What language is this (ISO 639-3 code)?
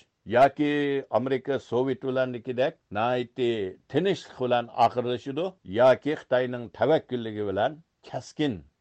uig